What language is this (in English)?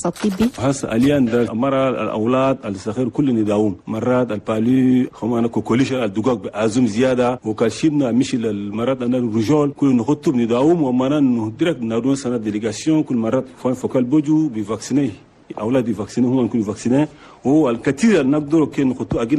Chadian Arabic